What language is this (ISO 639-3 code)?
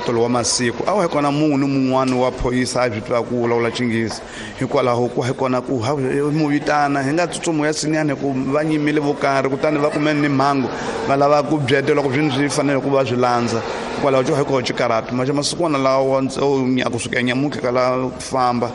tso